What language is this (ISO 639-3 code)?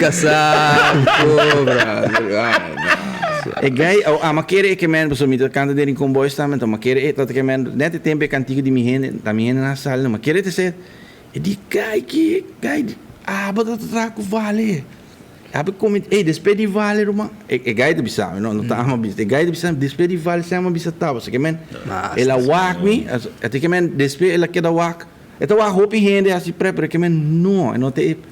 pap